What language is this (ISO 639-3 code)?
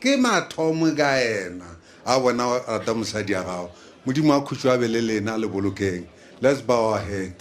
nso